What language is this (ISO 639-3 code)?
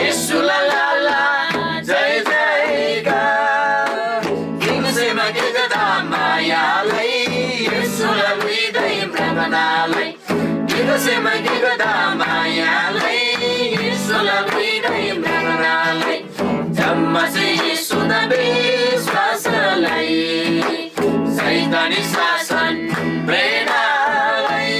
taj